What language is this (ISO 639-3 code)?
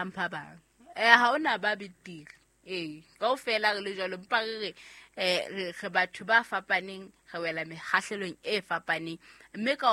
sot